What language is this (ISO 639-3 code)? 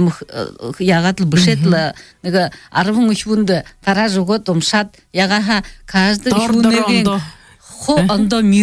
bua